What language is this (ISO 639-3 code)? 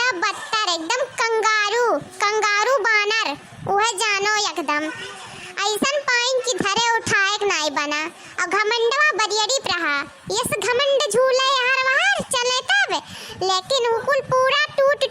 awa